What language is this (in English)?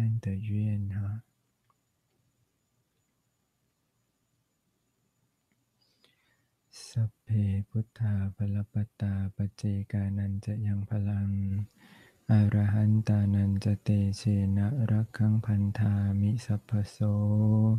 Chinese